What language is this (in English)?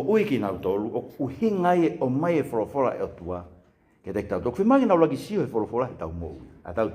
Tongan